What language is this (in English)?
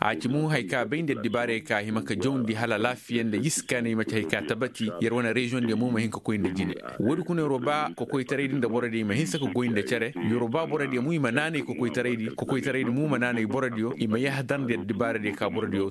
Koyraboro Senni